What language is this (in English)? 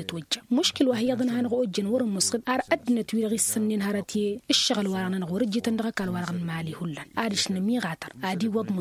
Tamasheq